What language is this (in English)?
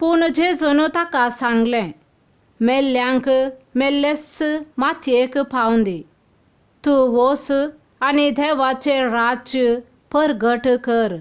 Konkani